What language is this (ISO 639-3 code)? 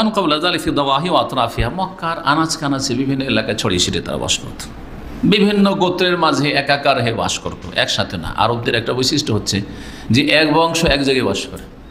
ben